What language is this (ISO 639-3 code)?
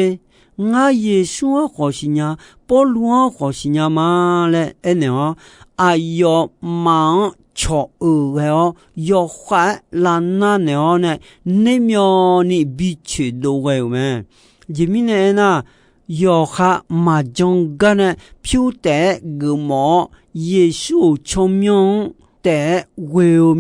ahk